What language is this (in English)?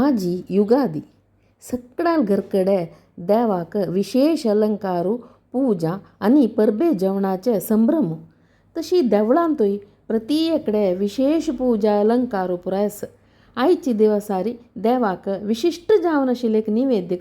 Konkani